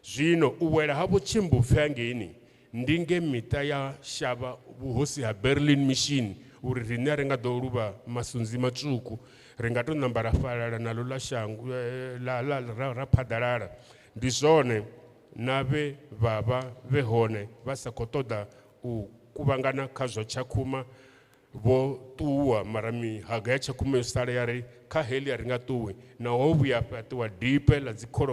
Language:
Venda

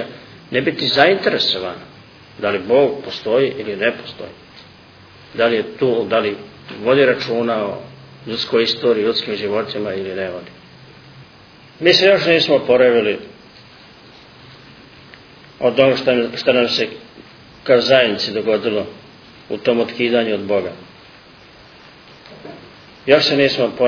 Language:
Serbian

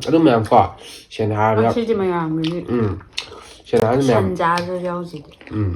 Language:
Manipuri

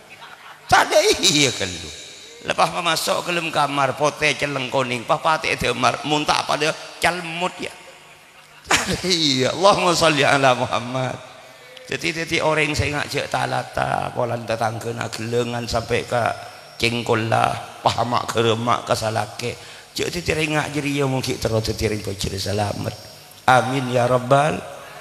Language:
Madurese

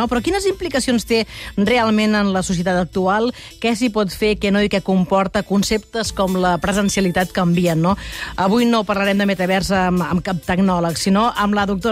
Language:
Catalan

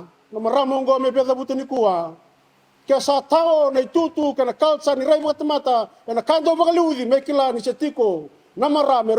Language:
Fijian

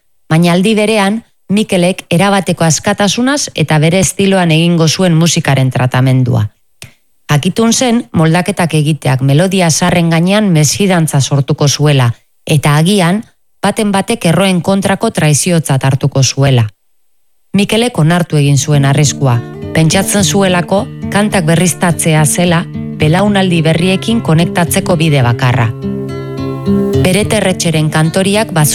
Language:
Basque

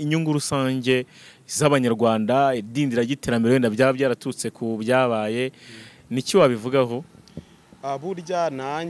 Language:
Kinyarwanda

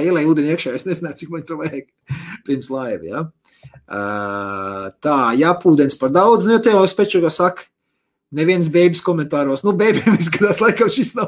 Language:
Latvian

